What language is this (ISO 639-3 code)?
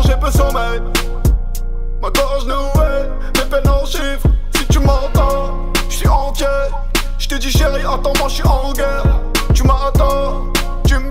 fra